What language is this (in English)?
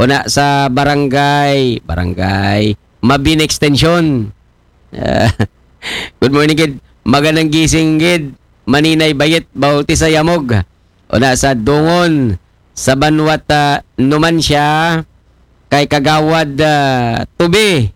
Aklanon